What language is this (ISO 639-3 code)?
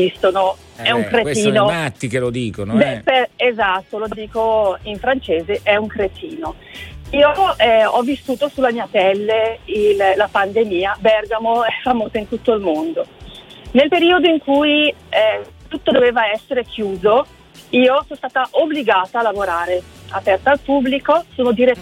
ita